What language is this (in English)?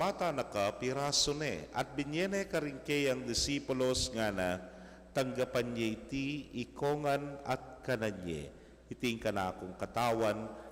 Pampanga